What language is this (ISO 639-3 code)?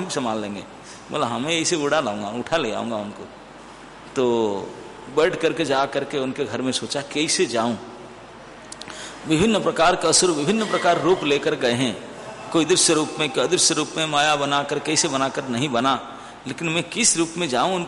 hin